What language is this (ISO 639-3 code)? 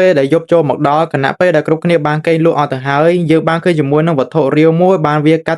khm